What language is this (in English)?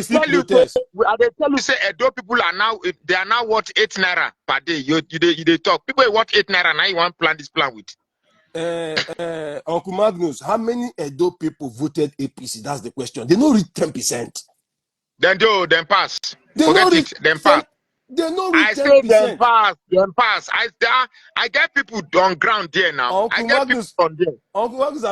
Nigerian Pidgin